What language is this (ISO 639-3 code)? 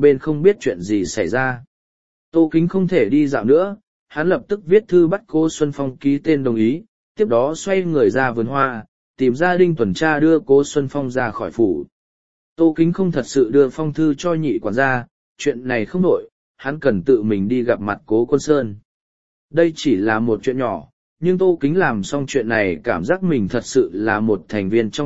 vie